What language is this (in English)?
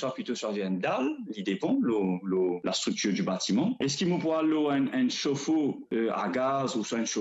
Morisyen